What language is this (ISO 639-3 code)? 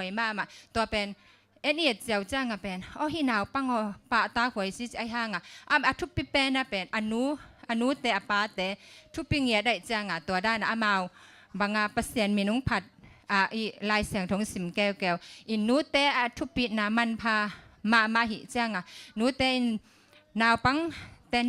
ctd